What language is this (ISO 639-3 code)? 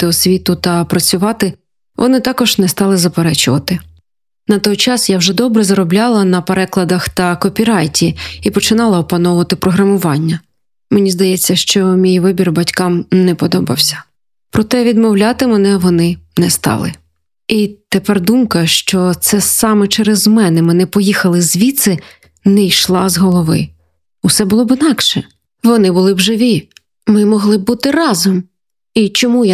ukr